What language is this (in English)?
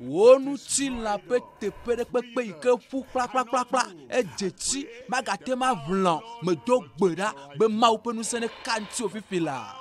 Ewe